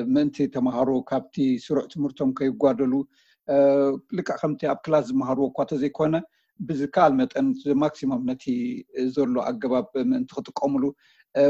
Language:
Tigrinya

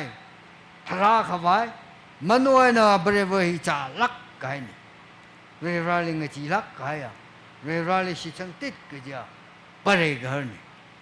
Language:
Tangkhul Naga (India)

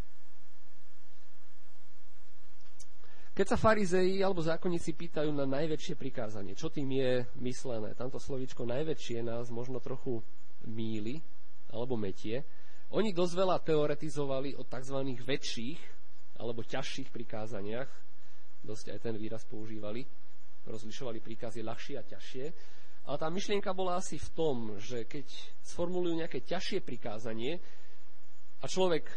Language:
Slovak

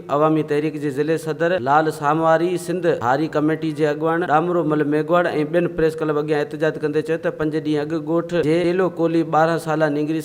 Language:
Sindhi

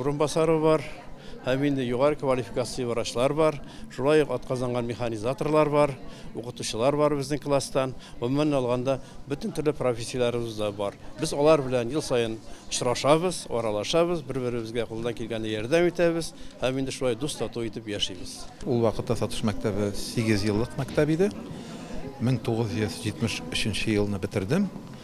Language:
Tatar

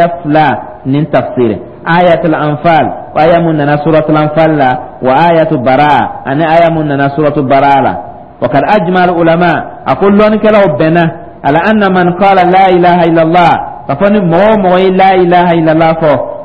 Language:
Dyula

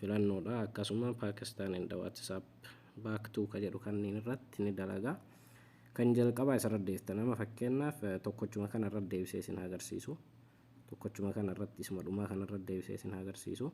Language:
Oromo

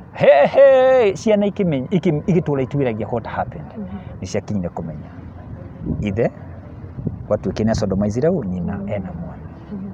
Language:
Kikuyu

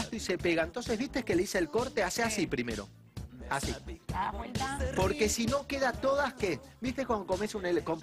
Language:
Spanish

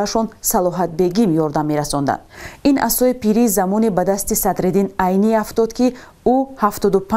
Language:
Tajik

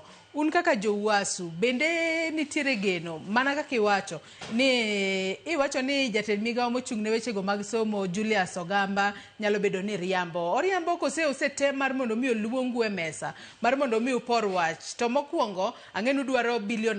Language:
Luo (Kenya and Tanzania)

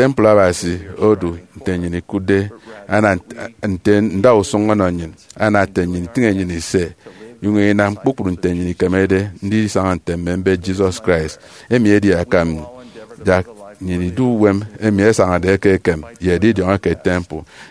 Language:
Efik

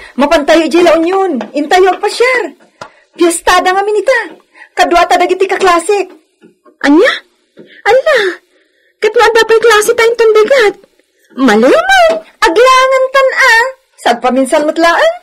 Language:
Iloko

